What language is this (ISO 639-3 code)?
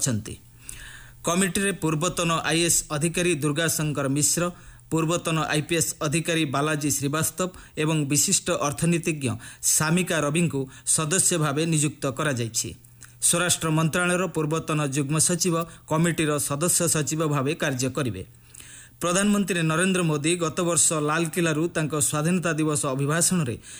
ori